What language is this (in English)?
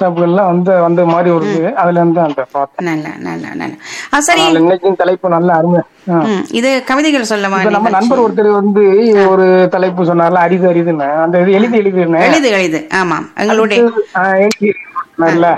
Tamil